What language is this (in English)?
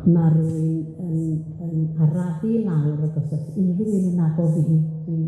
Welsh